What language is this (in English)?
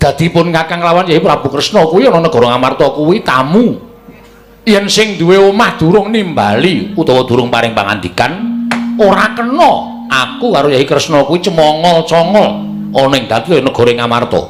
Javanese